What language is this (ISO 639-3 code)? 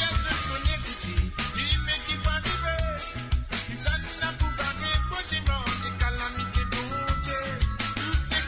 mfe